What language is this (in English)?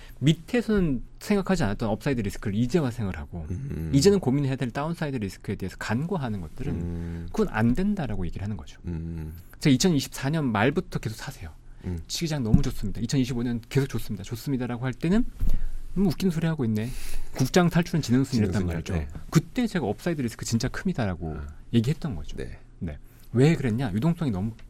Korean